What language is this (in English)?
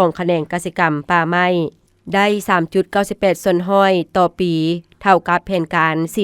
Lao